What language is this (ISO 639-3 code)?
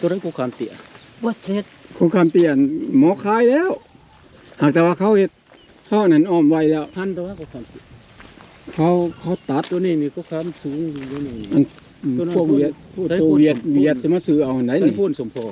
lao